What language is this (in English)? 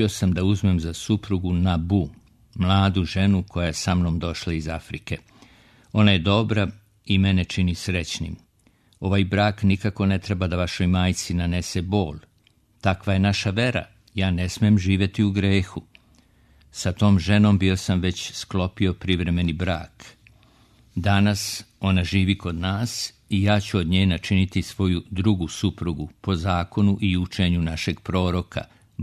Serbian